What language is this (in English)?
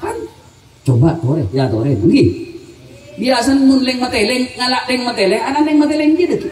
Madurese